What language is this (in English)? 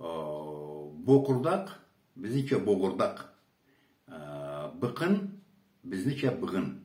Karachay-Balkar